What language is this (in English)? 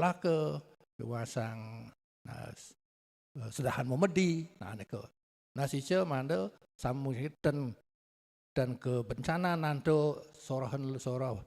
Balinese